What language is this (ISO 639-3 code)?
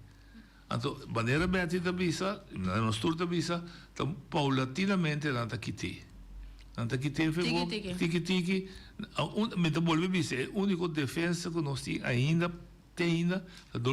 pap